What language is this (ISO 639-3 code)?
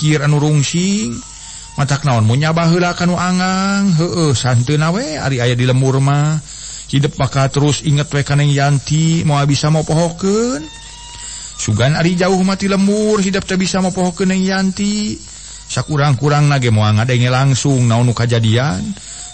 sun